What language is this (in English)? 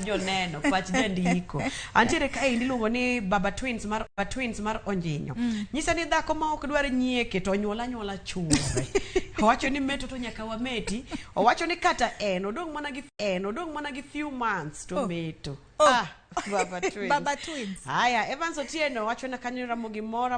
Luo (Kenya and Tanzania)